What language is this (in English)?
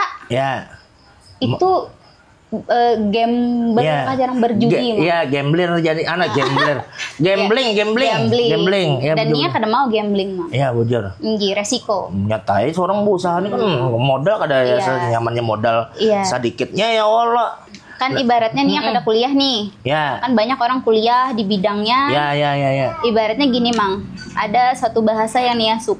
Banjar